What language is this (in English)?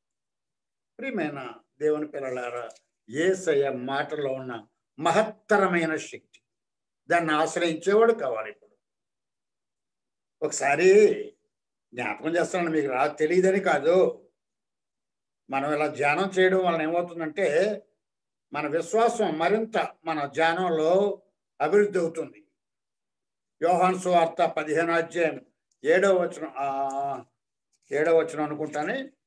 Telugu